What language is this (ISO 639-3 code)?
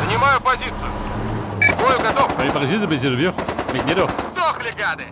bar